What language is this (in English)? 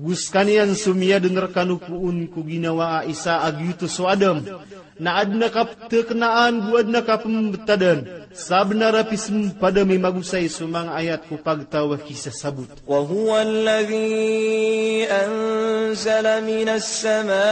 Maranao